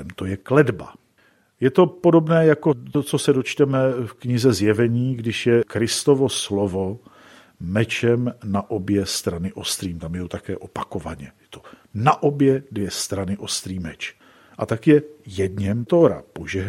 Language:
Czech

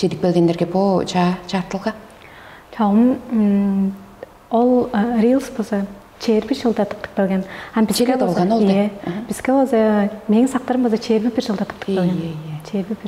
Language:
Tuvinian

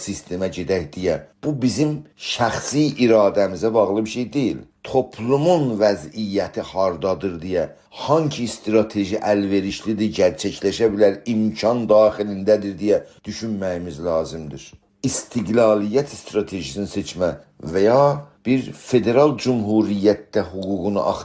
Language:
South Azerbaijani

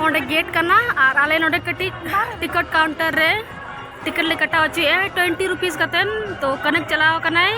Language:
Santali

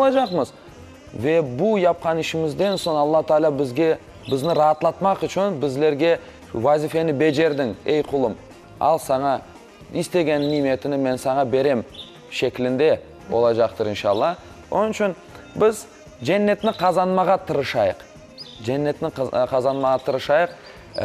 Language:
Crimean Tatar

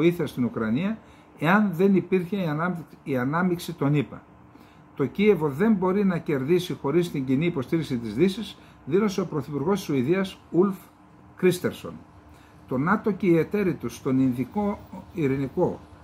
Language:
Greek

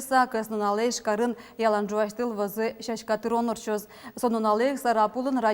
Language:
Udmurt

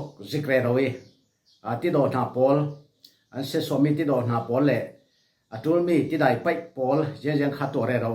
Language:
Falam Chin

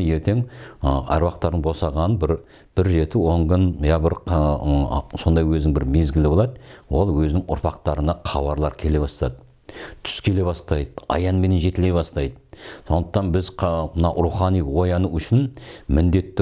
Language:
Kazakh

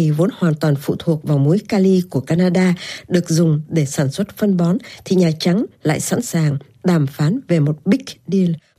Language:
Vietnamese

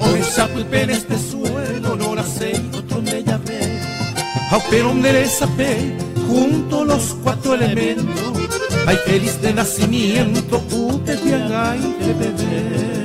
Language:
Guarani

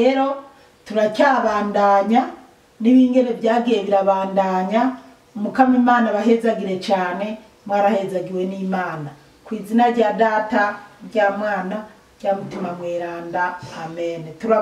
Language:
Rundi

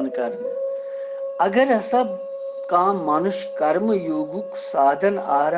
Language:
Kashmiri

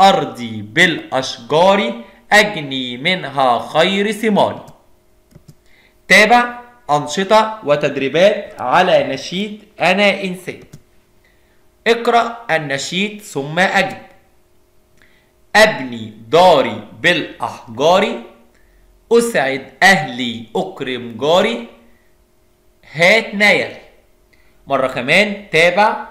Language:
Arabic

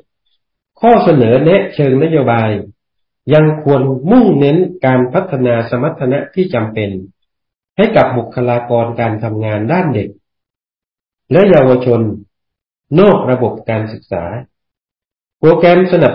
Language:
Thai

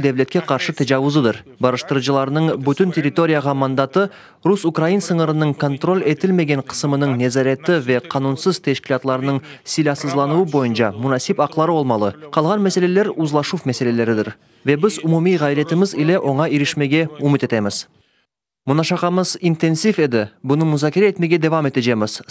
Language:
Crimean Tatar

